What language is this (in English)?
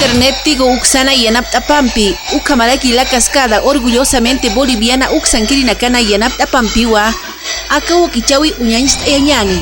Aymara